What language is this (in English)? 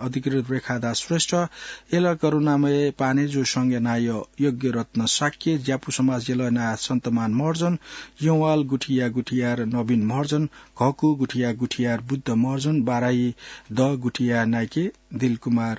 Newari